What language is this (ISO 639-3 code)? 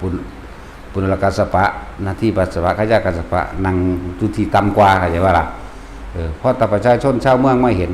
tts